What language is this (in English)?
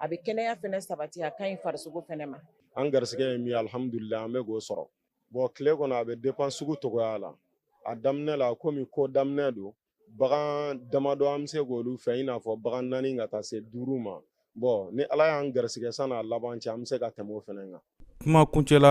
Bambara